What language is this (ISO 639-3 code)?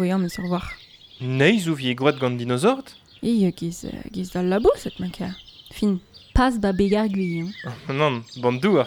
bre